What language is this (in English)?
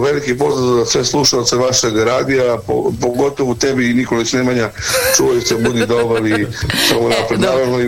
Serbian